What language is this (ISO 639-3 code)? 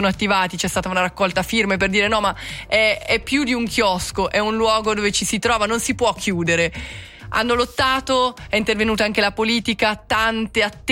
ita